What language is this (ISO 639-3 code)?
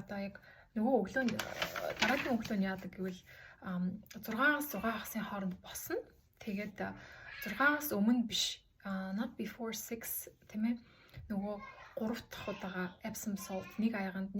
mon